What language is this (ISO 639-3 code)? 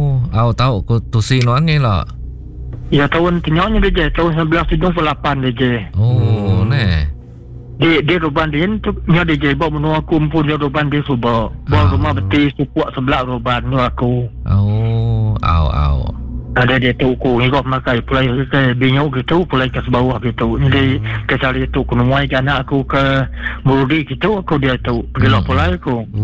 iba